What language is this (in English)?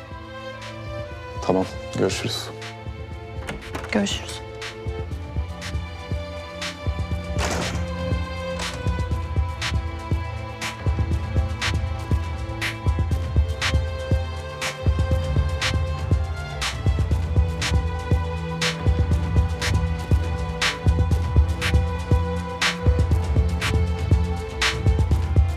Turkish